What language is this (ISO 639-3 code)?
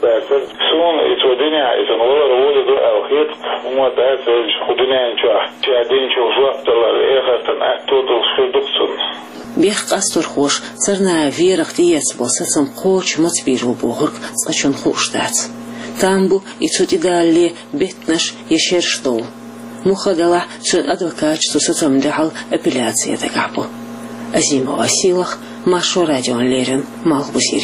che